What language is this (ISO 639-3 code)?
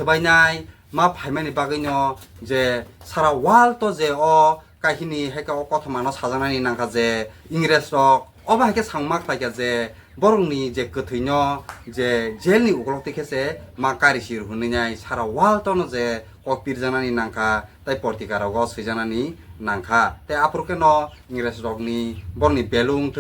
trp